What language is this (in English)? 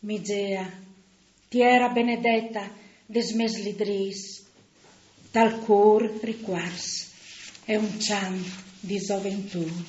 Friulian